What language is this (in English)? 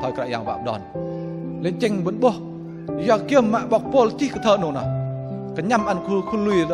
Bahnar